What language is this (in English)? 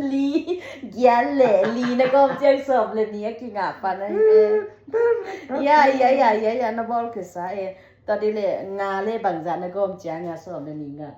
Tedim Chin